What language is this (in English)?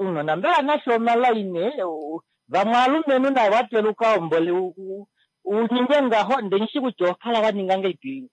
Kuanyama